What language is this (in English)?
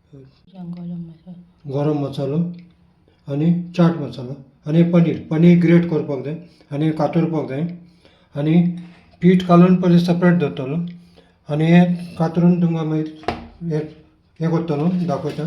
Konkani